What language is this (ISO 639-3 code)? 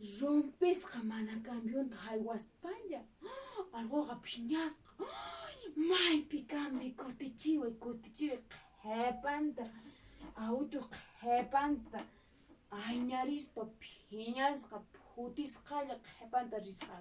que